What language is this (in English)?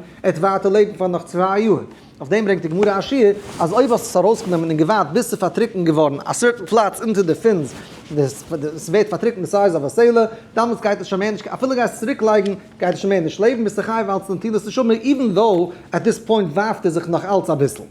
Yiddish